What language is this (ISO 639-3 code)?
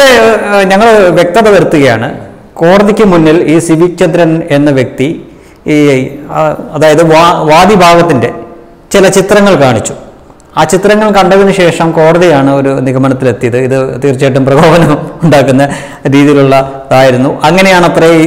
mal